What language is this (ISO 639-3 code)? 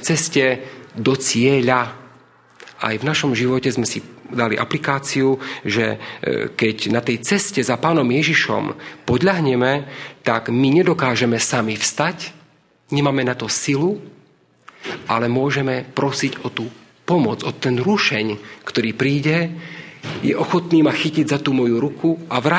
slk